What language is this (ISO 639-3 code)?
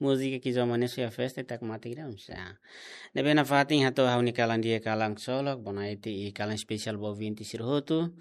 tet